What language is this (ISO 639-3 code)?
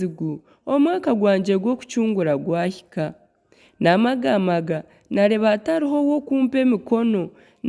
nyn